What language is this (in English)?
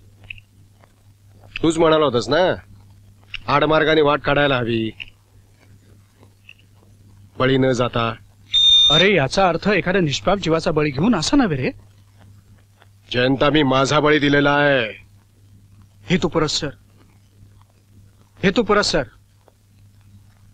Marathi